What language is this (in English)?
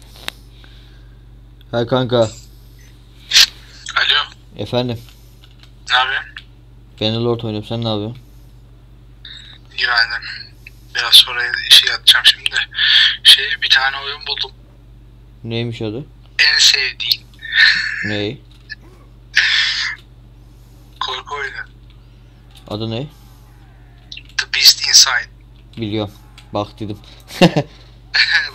Turkish